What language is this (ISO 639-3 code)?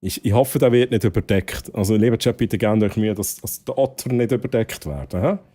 gsw